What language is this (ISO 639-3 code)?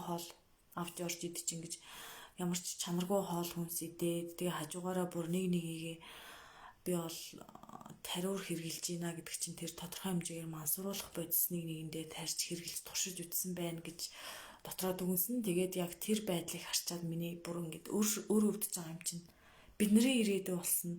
mon